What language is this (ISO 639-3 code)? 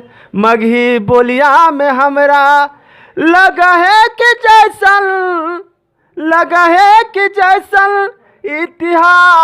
mag